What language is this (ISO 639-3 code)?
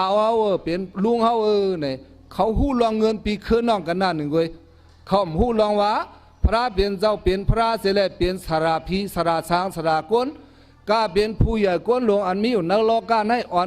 shn